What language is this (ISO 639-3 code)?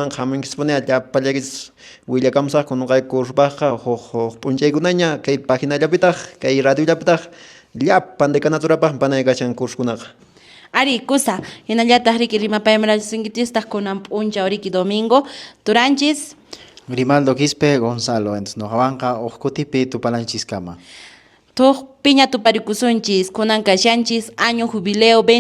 que